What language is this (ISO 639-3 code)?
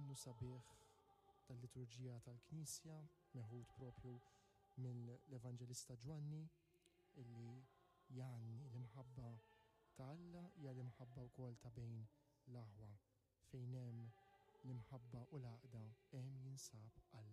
mlt